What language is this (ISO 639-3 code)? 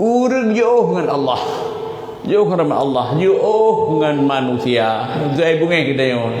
ace